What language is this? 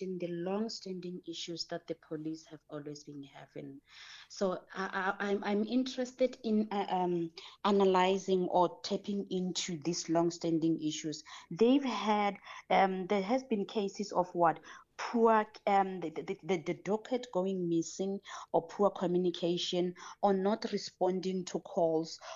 English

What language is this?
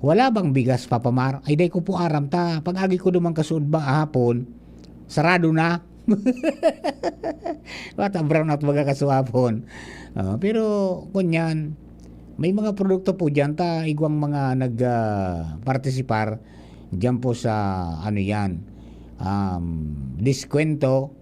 Bikol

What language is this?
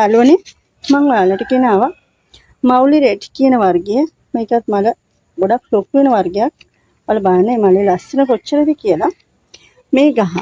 Sinhala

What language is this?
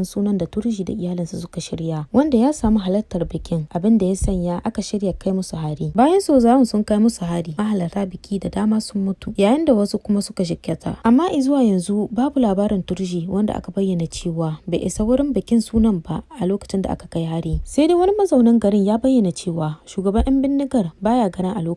Hausa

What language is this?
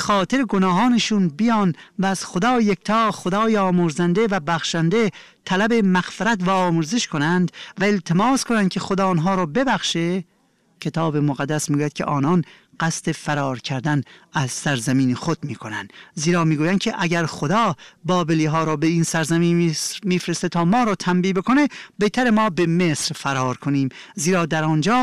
Persian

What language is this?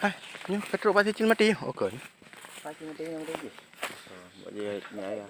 Achinese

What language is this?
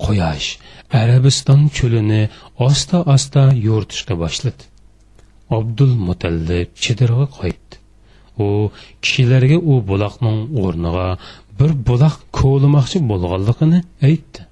Uyghur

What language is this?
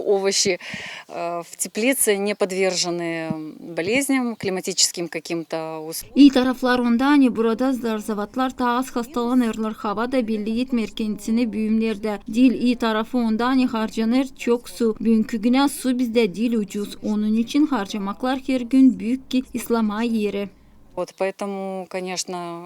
Gagauz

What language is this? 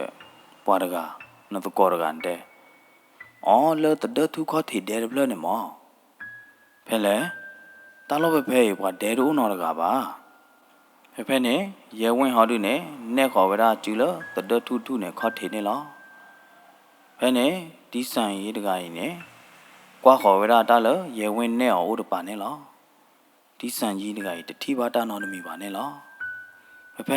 S'gaw Karen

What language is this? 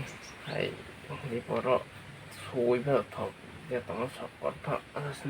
Kok Borok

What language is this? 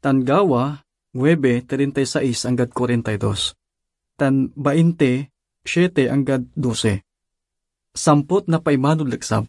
Pangasinan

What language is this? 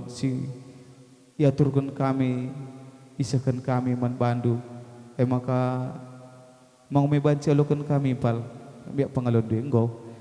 Batak Karo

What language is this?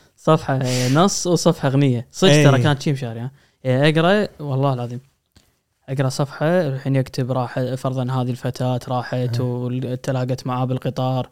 Gulf Arabic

